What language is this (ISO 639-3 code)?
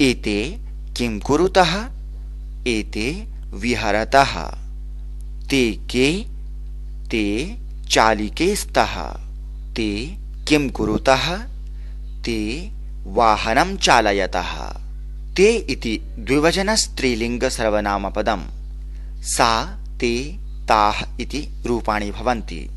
san